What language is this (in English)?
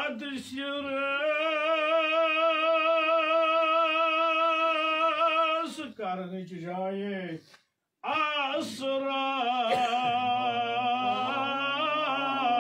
Kashmiri